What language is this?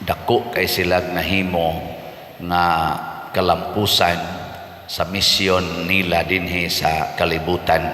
Cebuano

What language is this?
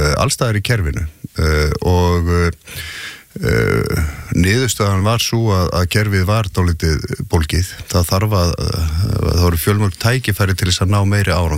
Icelandic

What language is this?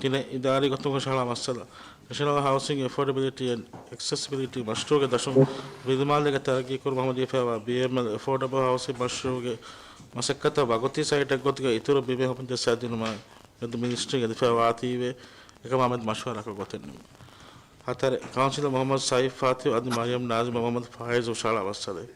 Divehi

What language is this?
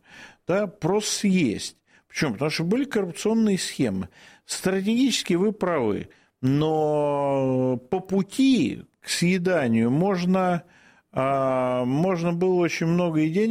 Russian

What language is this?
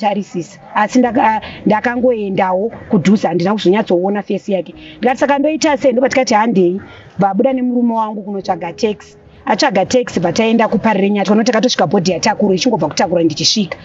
Shona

